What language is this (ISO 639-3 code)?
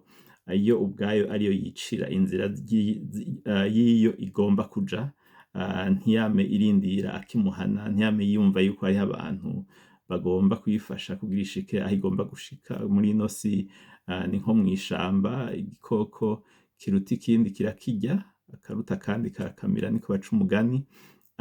run